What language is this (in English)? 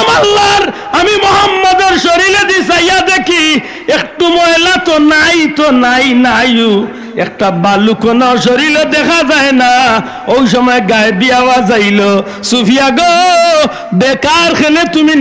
Sylheti